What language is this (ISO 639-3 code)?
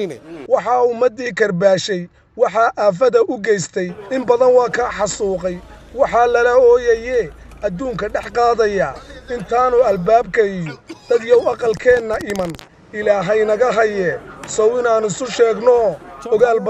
som